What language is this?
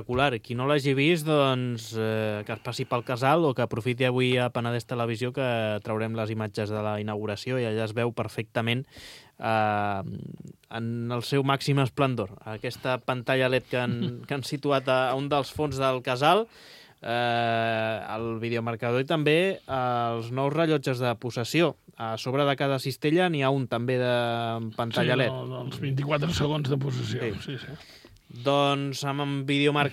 Catalan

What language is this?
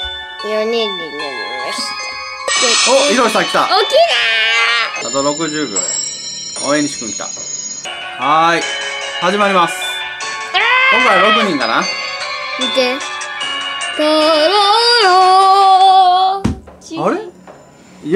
Japanese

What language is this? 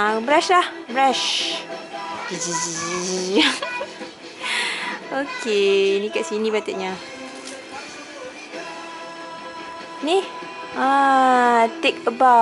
Malay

